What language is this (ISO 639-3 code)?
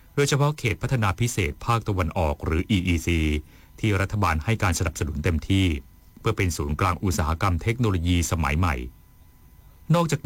tha